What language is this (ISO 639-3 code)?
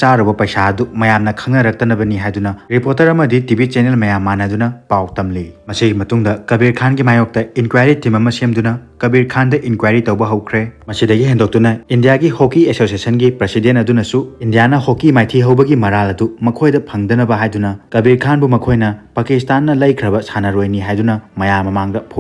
mni